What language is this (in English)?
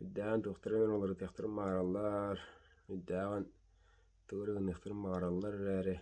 Yakut